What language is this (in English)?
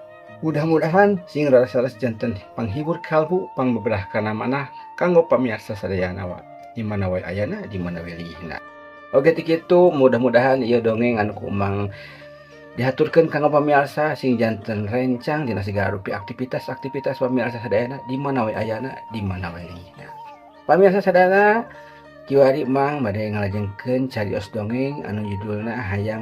Sundanese